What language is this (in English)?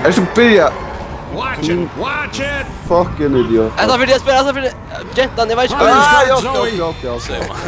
Faroese